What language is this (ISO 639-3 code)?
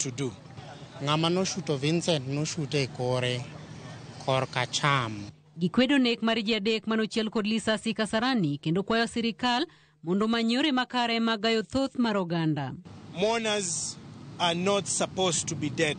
luo